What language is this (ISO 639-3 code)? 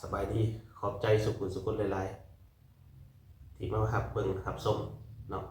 lao